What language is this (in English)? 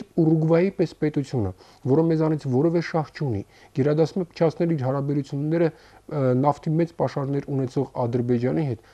Armenian